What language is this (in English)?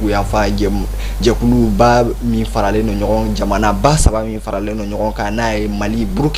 Bambara